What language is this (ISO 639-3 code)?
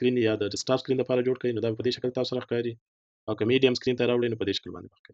pus